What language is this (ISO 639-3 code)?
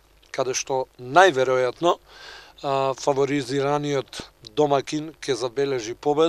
mkd